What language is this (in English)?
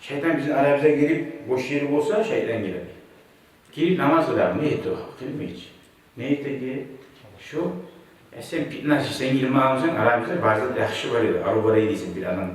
Kumyk